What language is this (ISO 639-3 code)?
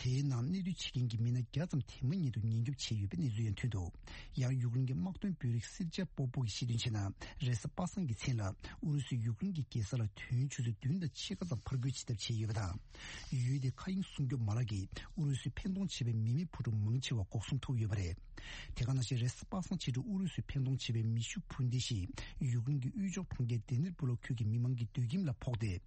bod